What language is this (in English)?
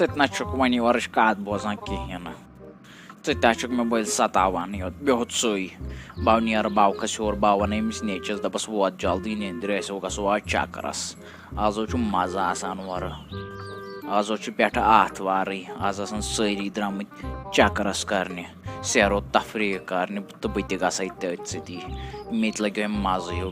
Kashmiri